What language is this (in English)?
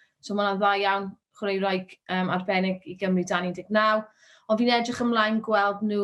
Welsh